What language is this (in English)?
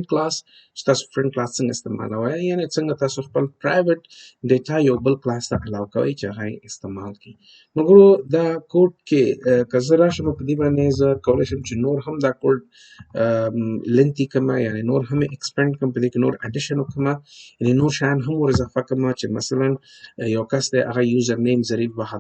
Pashto